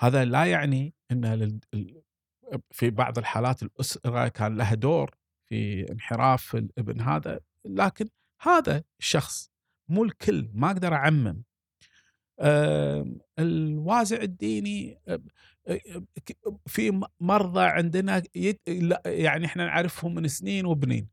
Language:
Gulf Arabic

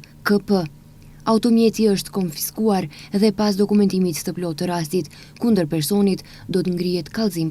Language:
Albanian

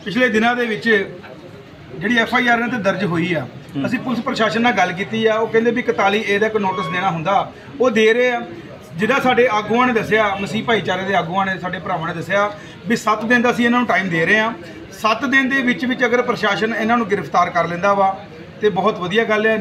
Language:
Punjabi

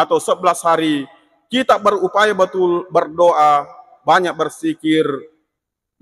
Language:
Buginese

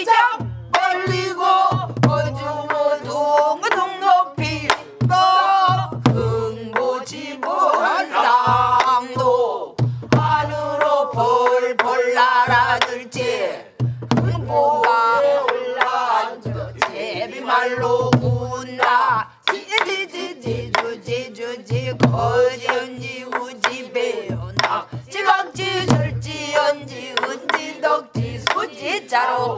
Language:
Korean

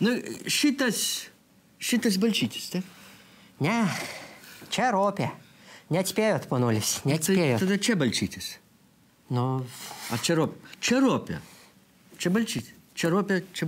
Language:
Lithuanian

